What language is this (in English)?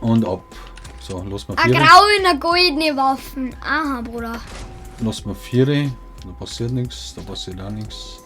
Bavarian